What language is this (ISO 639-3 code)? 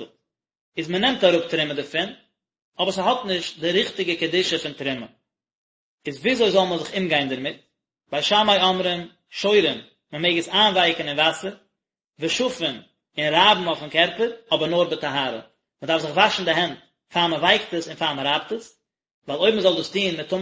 yid